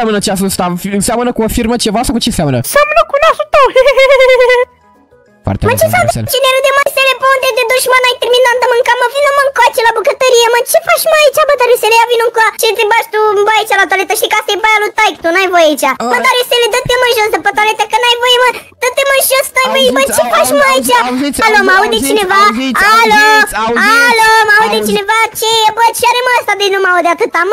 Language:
Romanian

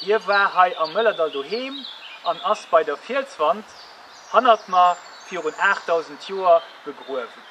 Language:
Luxembourgish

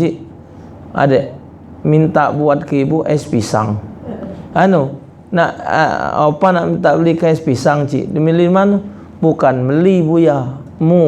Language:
Musi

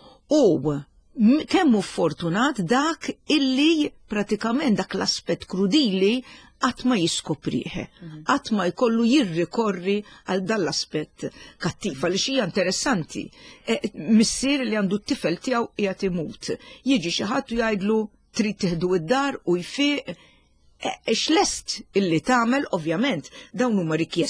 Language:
Maltese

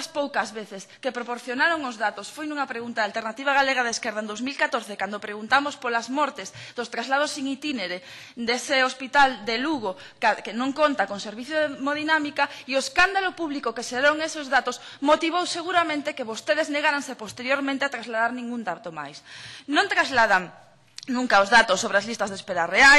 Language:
Galician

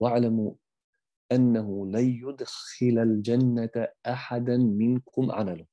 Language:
Bosnian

